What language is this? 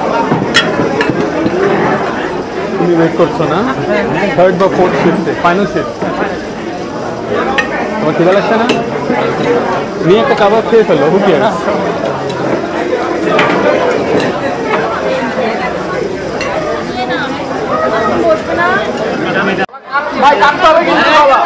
Bangla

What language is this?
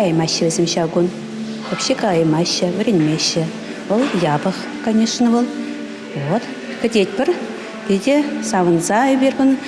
Chuvash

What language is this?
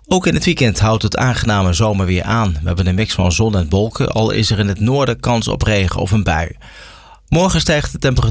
Dutch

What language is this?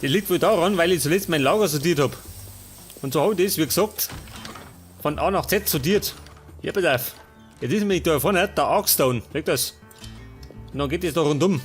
Bavarian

